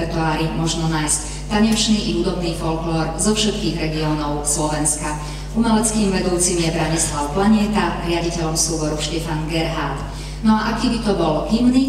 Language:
Slovak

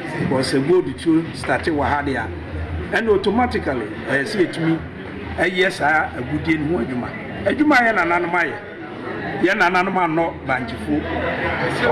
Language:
Akan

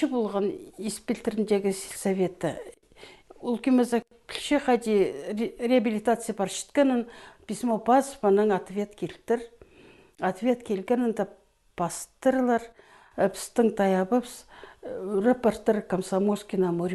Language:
Khakas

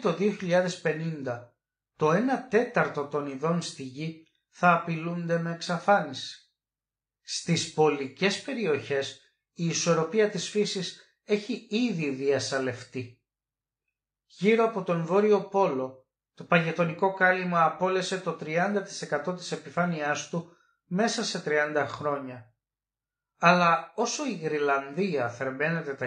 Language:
Greek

